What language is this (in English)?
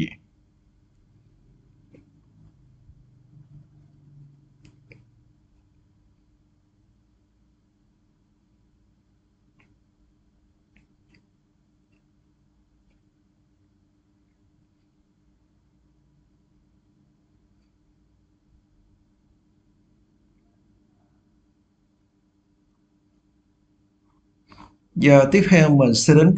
Vietnamese